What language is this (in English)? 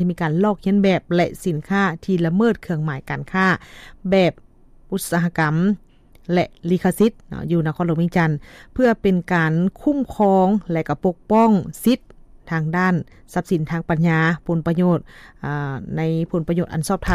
Lao